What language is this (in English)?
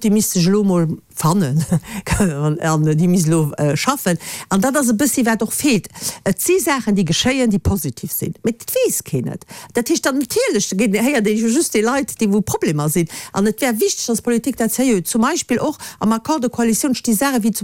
Luxembourgish